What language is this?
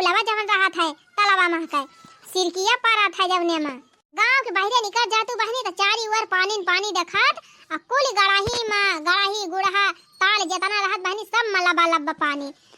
Awadhi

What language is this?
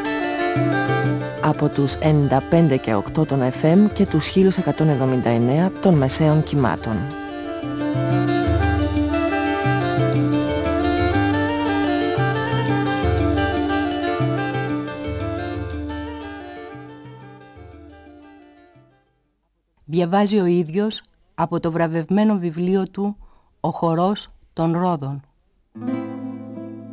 Greek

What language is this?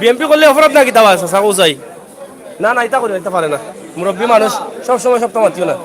Sylheti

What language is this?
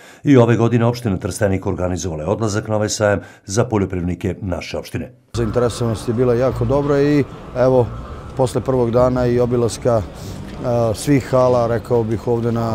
Serbian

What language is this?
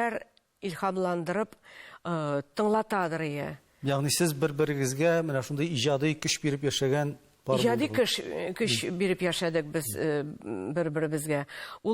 Tatar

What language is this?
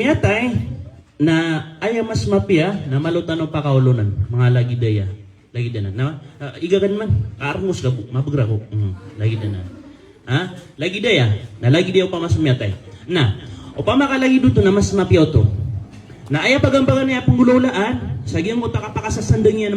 Maranao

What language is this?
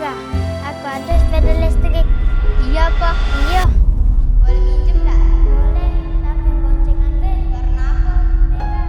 Musi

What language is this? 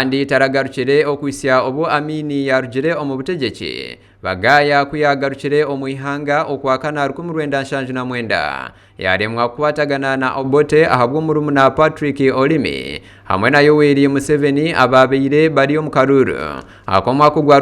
Nyankole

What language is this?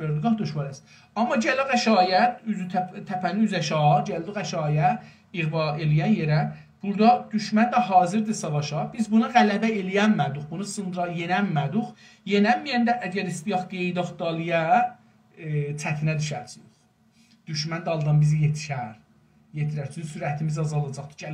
South Azerbaijani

